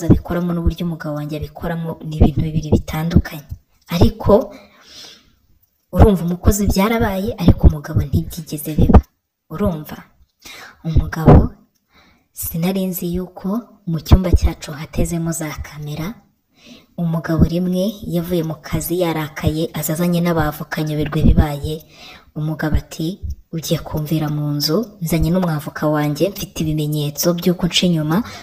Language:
Kinyarwanda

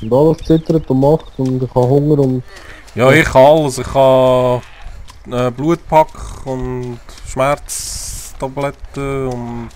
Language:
Swiss German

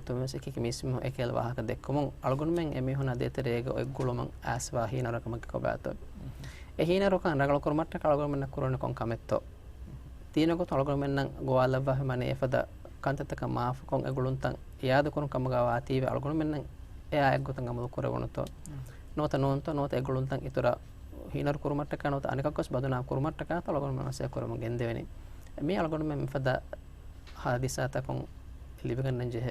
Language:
Divehi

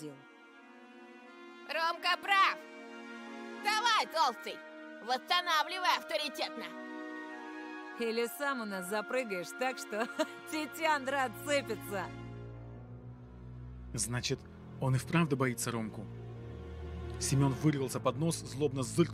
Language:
Russian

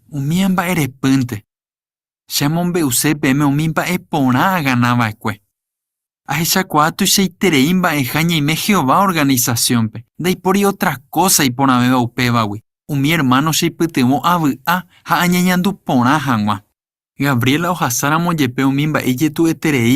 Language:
Guarani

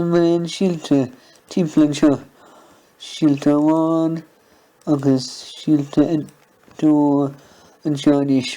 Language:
Irish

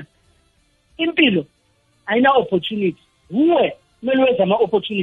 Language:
South Ndebele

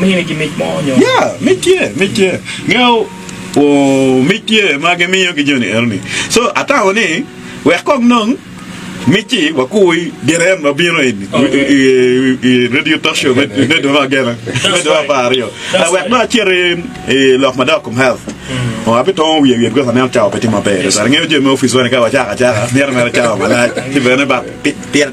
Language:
Acoli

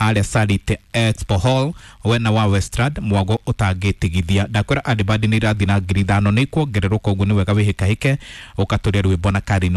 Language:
Kikuyu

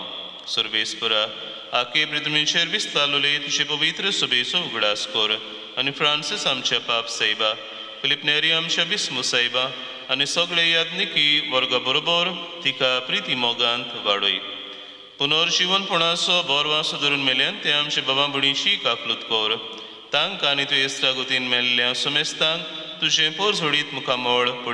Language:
Konkani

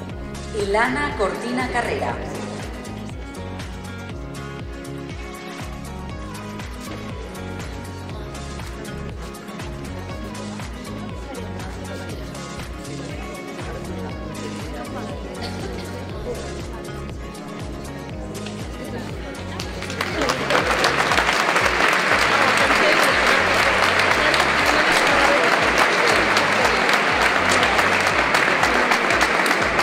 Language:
Catalan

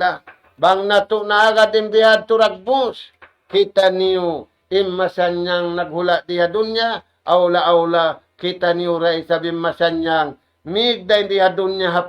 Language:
Tausug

